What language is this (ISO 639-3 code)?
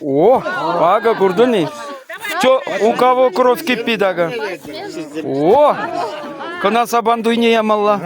chv